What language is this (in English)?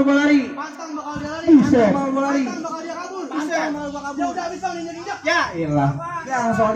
Betawi